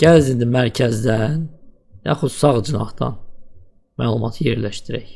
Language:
Azerbaijani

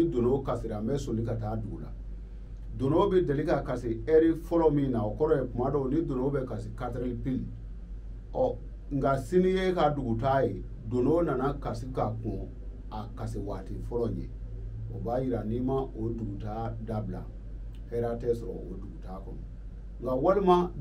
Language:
Bambara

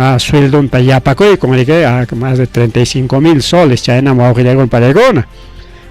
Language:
Ayacucho Quechua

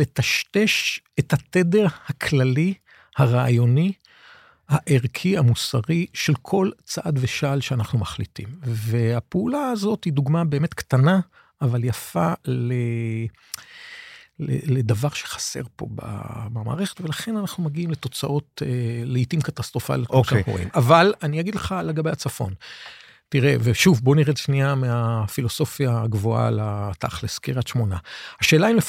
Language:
Hebrew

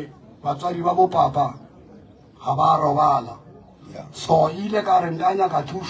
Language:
Northern Sotho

